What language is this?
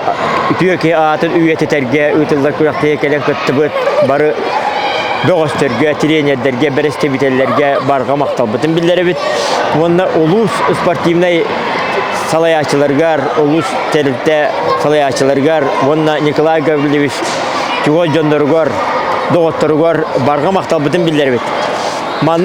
Yakut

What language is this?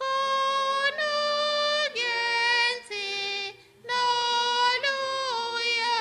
Igbo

